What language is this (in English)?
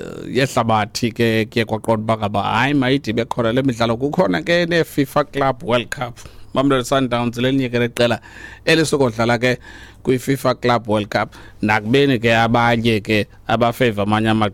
Xhosa